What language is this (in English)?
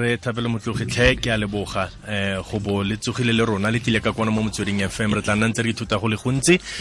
Tswana